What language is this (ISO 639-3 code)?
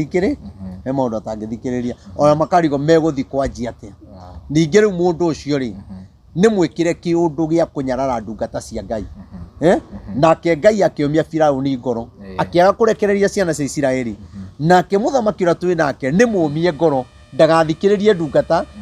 kik